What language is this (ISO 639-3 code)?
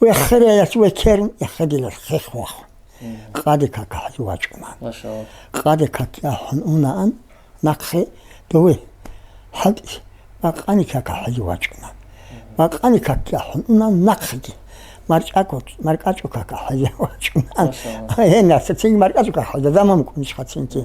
ava